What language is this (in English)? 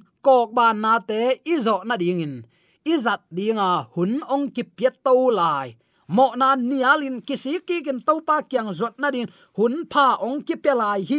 Tedim Chin